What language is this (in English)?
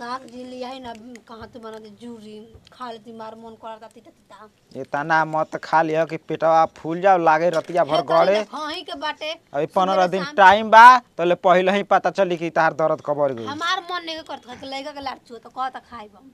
Bhojpuri